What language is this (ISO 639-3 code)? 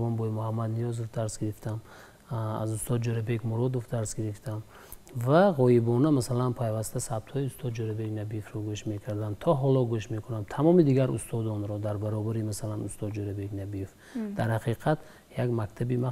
fas